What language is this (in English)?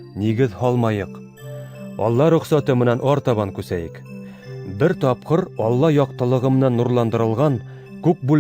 Bashkir